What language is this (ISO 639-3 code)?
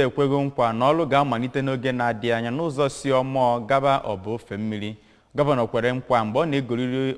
ibo